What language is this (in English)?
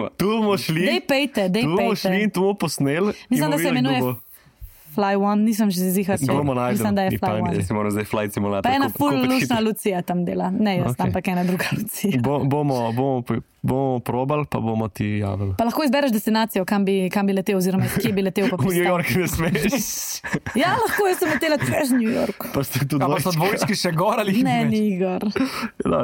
Slovenian